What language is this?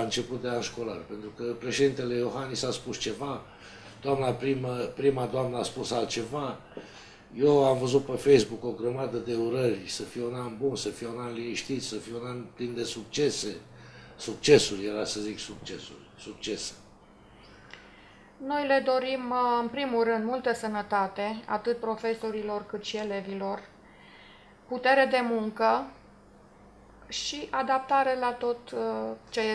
Romanian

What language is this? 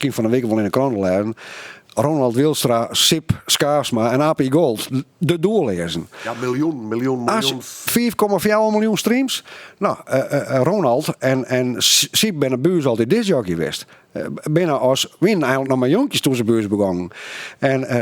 Western Frisian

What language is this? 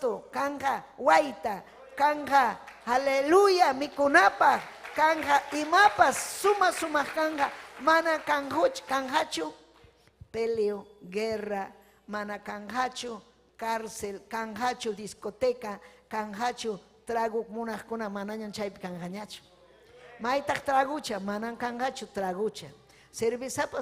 Ayacucho Quechua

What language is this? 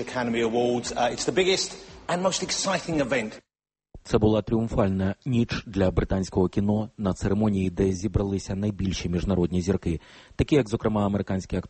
Ukrainian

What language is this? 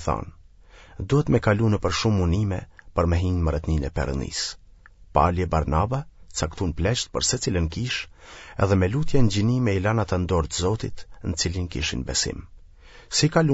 Albanian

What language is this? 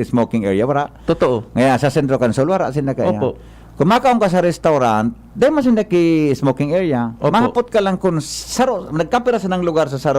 Bikol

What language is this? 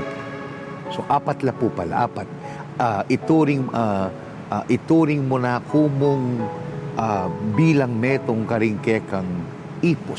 Pampanga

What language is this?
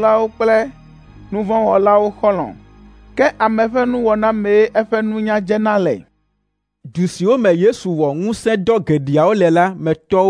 Ewe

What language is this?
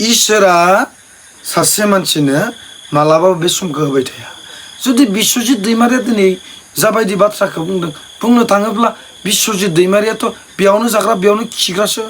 Bodo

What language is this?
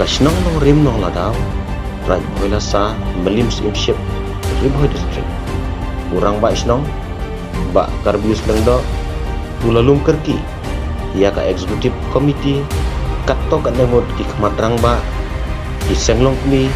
Khasi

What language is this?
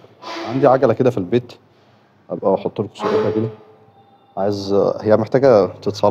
Egyptian Arabic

